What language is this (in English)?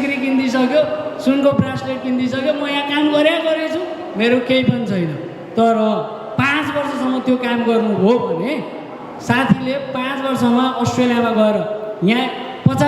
Nepali